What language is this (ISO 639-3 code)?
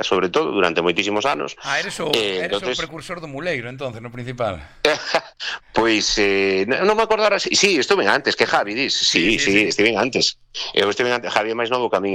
glg